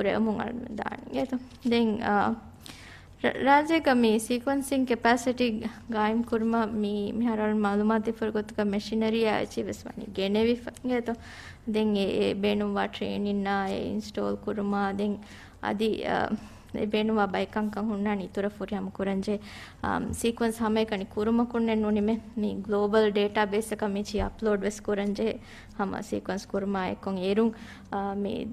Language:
Divehi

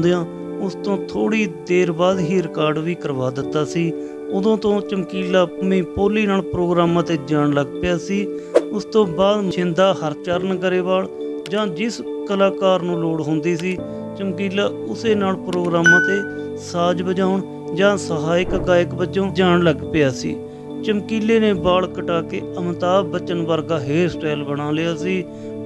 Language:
Punjabi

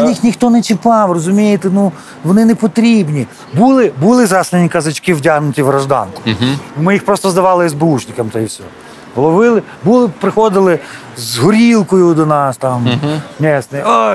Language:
Ukrainian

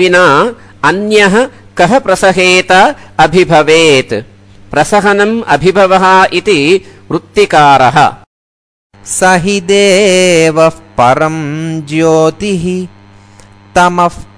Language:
Sanskrit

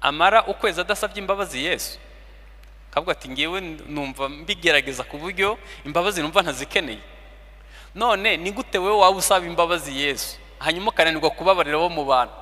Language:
Kinyarwanda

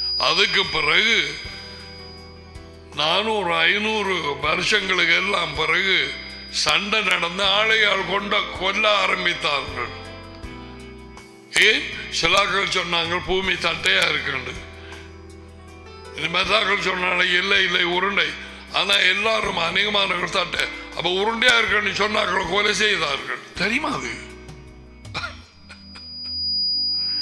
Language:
Tamil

